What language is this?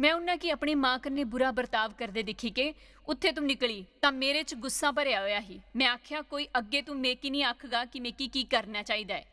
Dogri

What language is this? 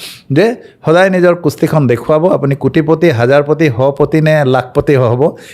Assamese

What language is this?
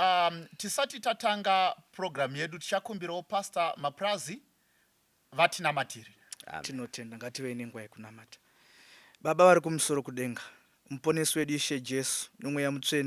Shona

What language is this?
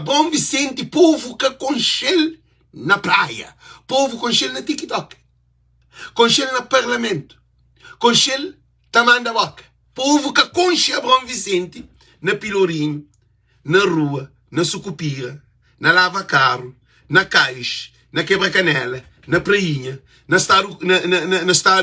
Kabuverdianu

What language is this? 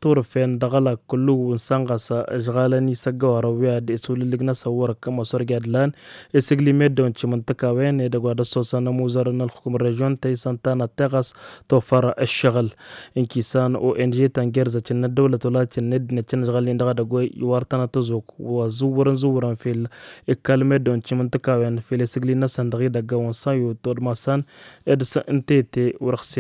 Tamasheq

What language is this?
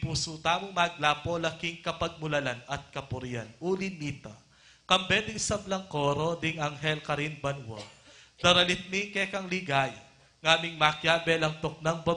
Pampanga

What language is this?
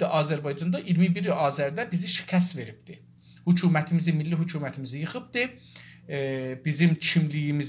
South Azerbaijani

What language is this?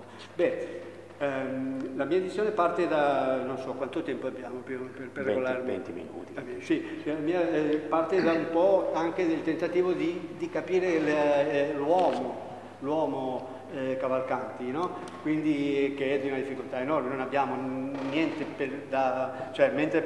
Italian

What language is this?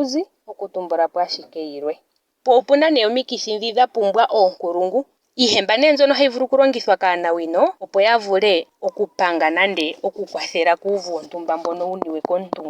Ndonga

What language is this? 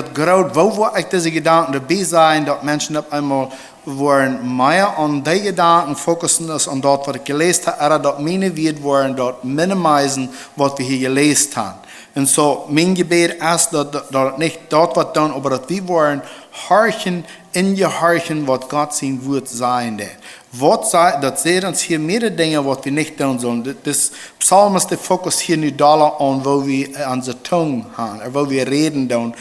Plautdietsch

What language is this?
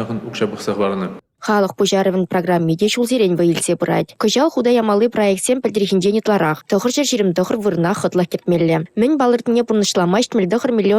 Chuvash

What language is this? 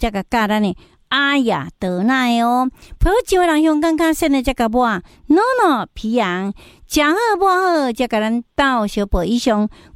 Min Nan Chinese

